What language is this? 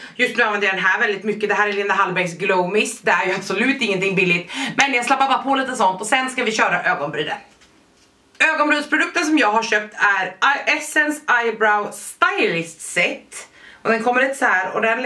Swedish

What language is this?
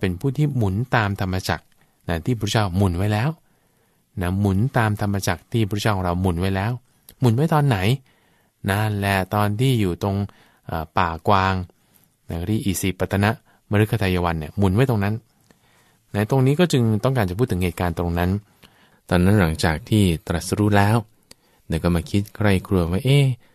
Thai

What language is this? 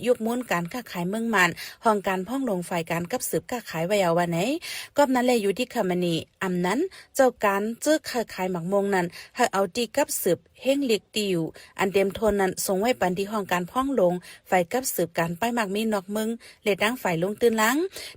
Shan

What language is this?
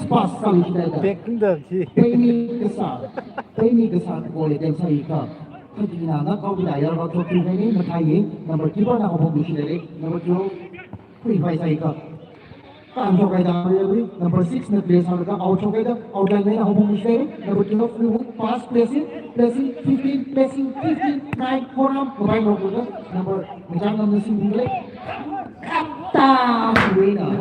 Tangkhul Naga (India)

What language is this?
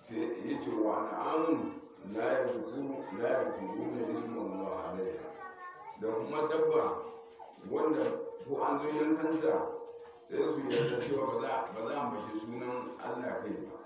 Hausa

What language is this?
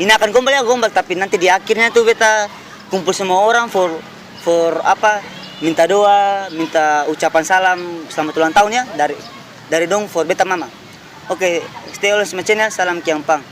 Ambonese Malay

